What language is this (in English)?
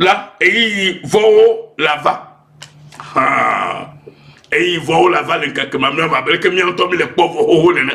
Ewe